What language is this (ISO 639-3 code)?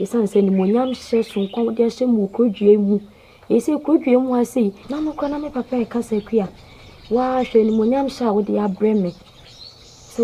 aka